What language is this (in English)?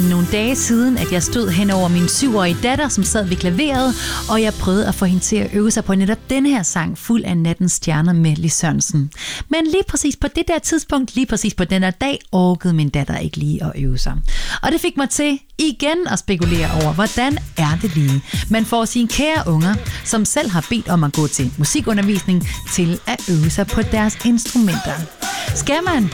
Danish